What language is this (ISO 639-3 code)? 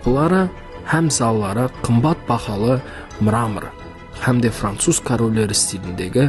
kaa